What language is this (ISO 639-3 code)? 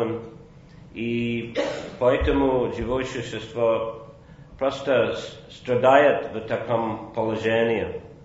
rus